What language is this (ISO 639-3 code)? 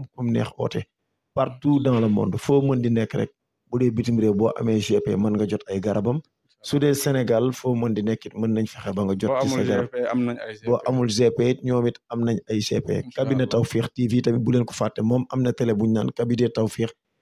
wol